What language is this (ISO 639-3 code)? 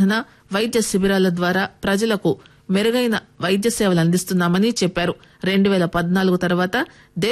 tel